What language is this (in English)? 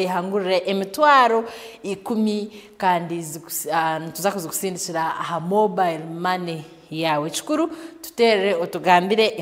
Nyankole